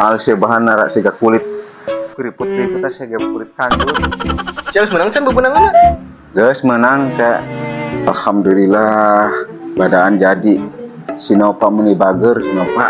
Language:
Sundanese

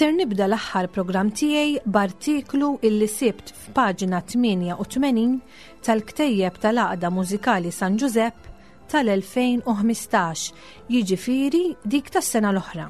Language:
Maltese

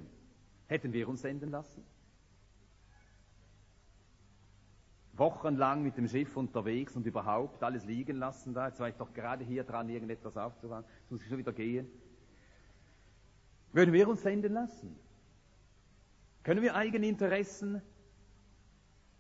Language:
German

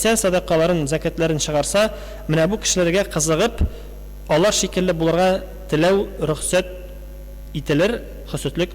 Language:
Tatar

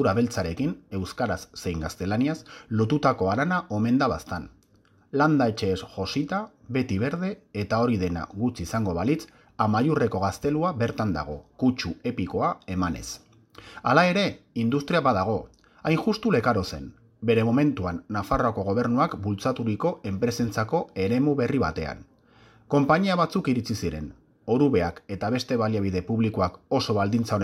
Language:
Basque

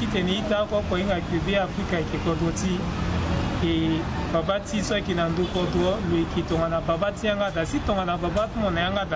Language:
Sango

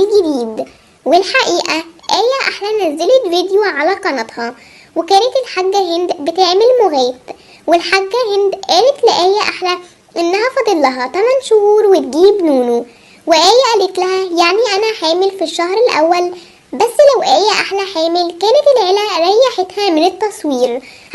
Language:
Egyptian Arabic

